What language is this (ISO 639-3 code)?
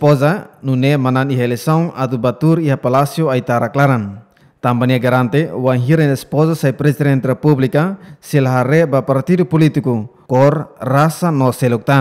tet